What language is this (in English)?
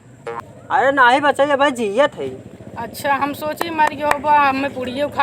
Awadhi